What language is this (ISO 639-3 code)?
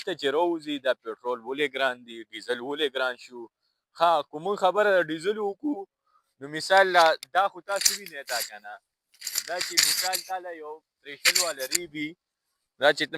pus